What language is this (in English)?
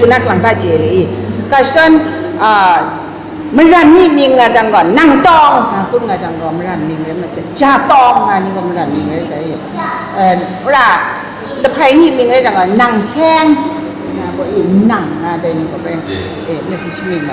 Kachin